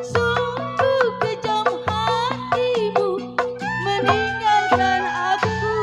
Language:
Betawi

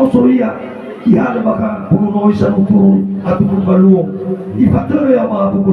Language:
Nias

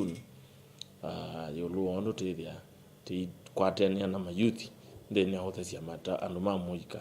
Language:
Kamba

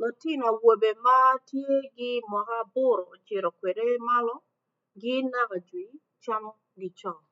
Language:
Acoli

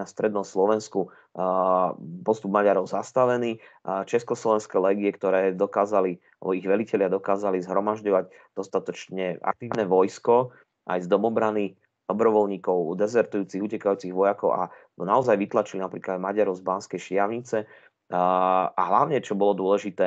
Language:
Slovak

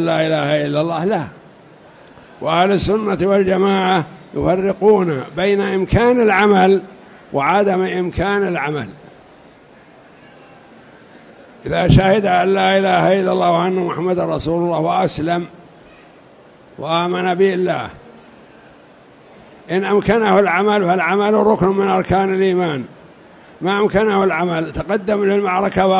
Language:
Arabic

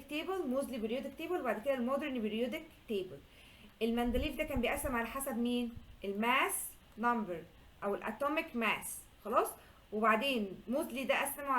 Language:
Egyptian Arabic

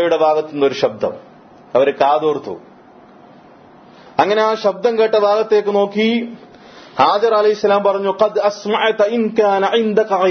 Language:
Malayalam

